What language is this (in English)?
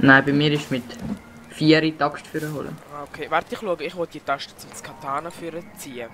Swiss German